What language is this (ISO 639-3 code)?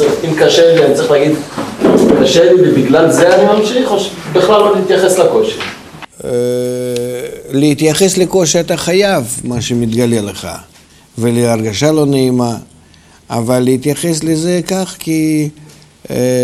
heb